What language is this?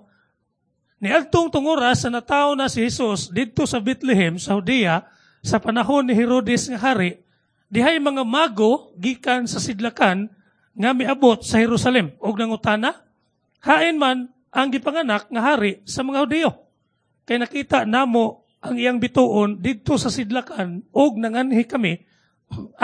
Cebuano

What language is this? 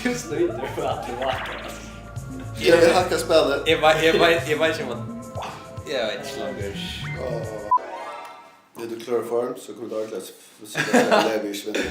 Faroese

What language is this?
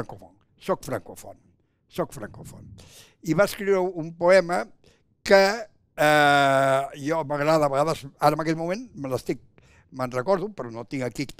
Catalan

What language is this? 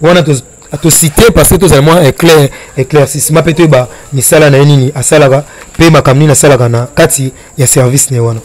Lingala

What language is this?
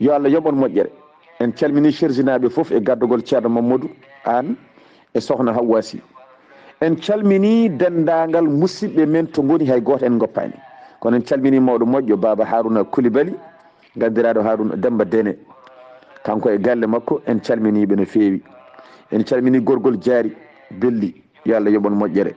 Fula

